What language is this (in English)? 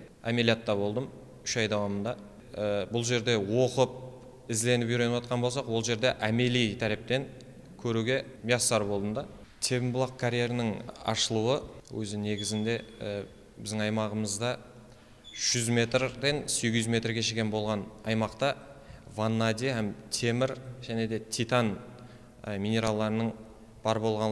Kara-Kalpak